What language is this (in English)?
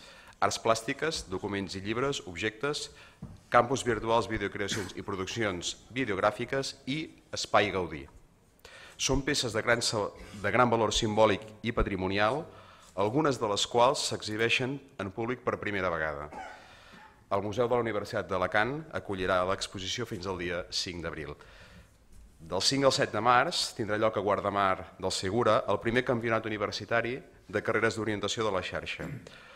Catalan